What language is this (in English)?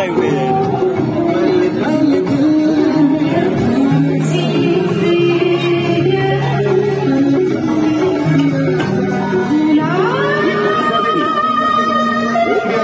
Bangla